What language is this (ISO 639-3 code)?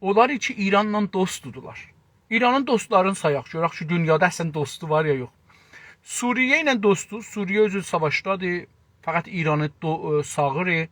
azb